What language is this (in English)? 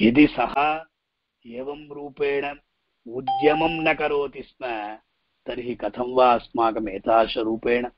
Sanskrit